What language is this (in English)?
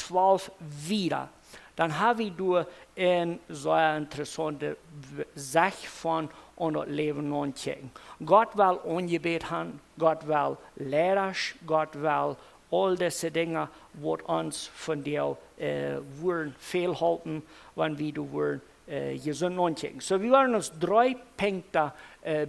Plautdietsch